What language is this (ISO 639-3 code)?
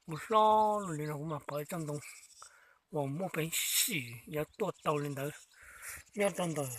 hmn